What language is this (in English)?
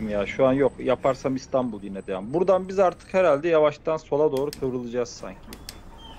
Turkish